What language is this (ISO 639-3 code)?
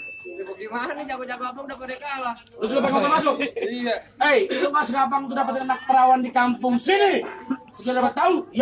bew